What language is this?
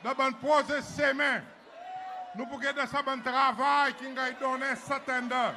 Seselwa Creole French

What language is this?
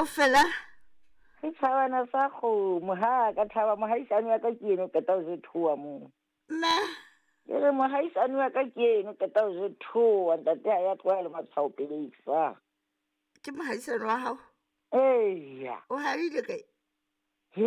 Southern Sotho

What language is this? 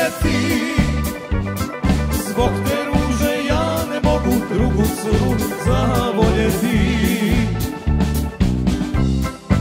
Croatian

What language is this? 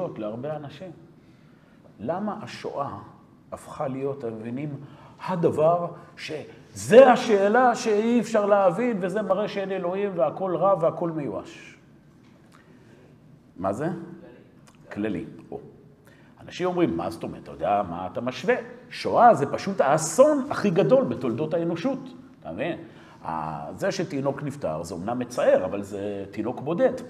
Hebrew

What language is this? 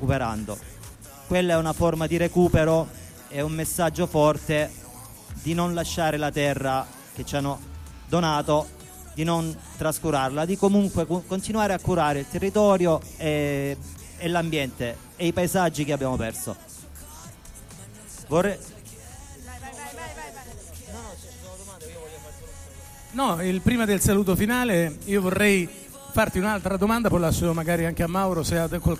Italian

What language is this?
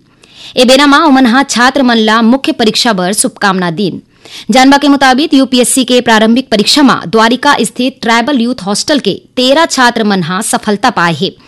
Chhattisgarhi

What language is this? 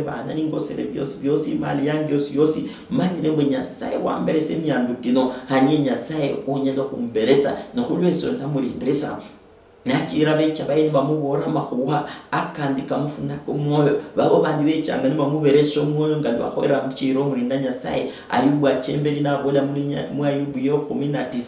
Luyia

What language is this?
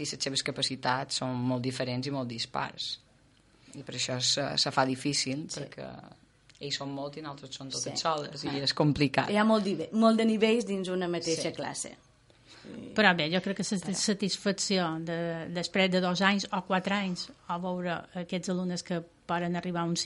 Catalan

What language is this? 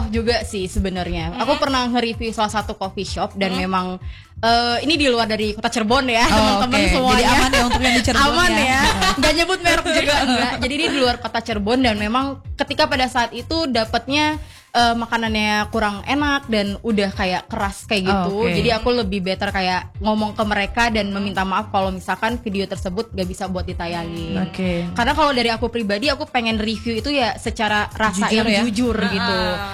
Indonesian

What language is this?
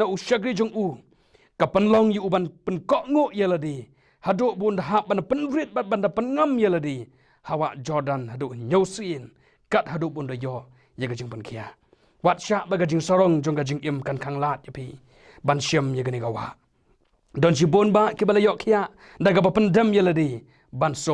Khasi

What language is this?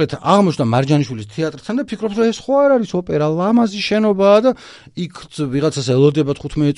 Georgian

